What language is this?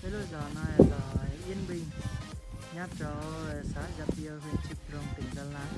Hmong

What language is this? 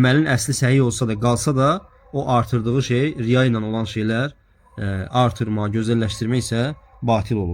Azerbaijani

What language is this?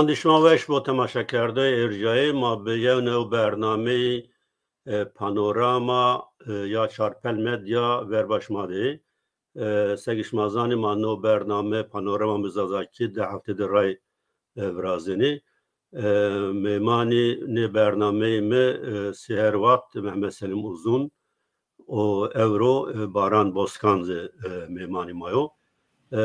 Zaza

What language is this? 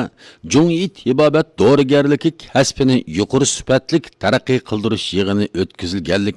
Uyghur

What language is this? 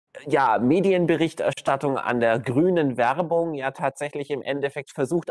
German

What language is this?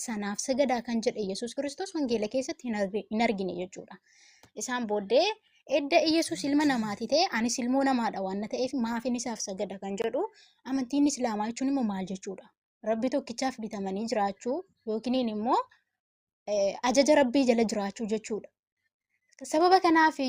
Oromo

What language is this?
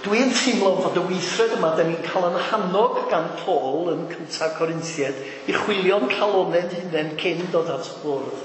Welsh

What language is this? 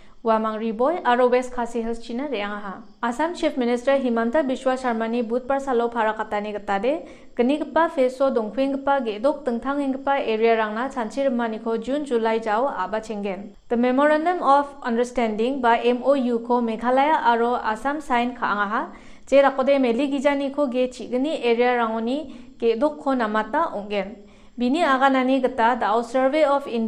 Garo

